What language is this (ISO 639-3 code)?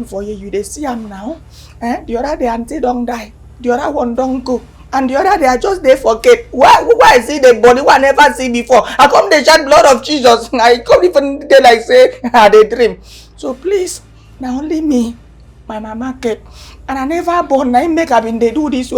pcm